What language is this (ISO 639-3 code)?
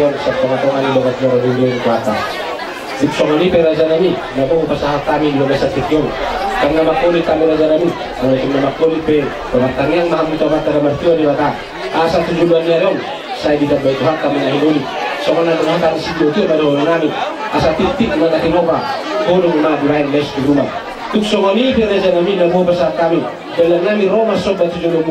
bbc